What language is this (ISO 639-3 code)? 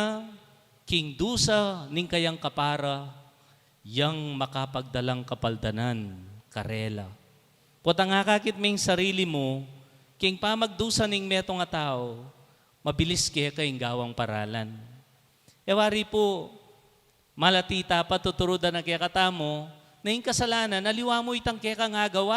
pam